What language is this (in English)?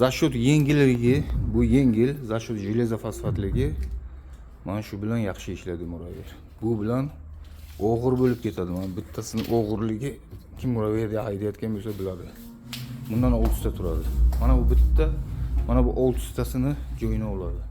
Uzbek